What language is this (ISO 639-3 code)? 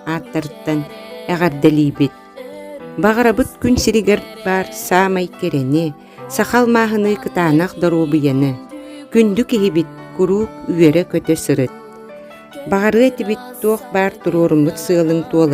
sah